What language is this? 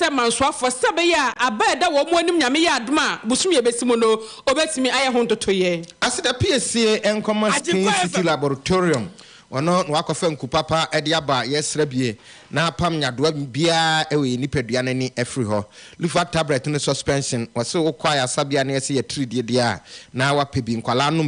Akan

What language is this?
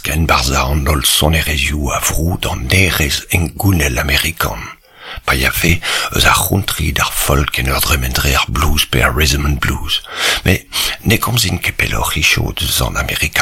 Breton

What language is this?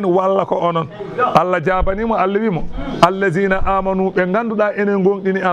Fula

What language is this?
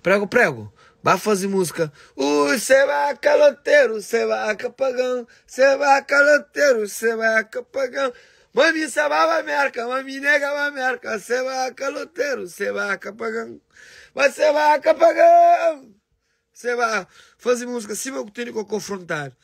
Kabuverdianu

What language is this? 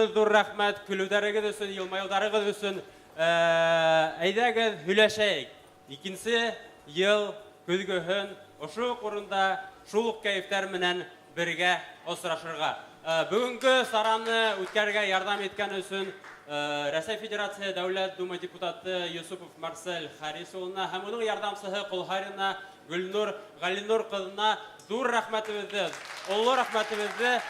Bashkir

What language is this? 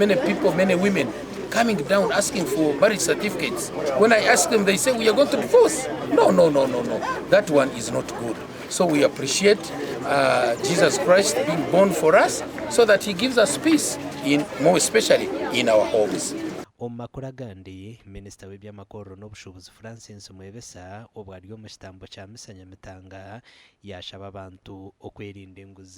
Nyankole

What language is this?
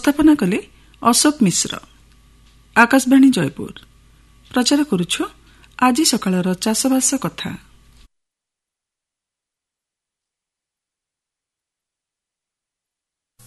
Odia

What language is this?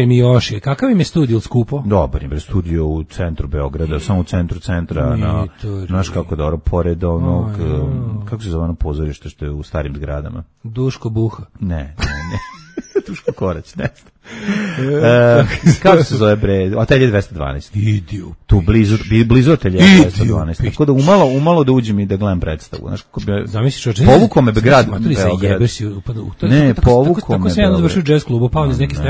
Serbian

